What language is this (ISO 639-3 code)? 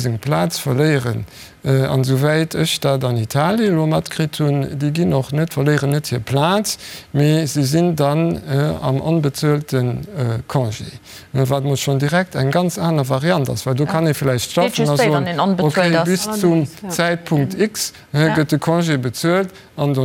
ltz